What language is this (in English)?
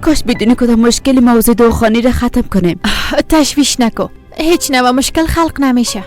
Persian